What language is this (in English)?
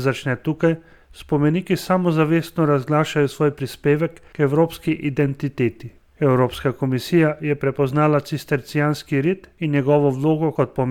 Slovenian